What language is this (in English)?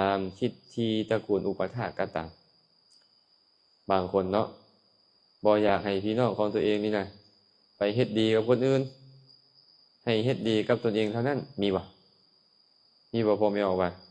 Lao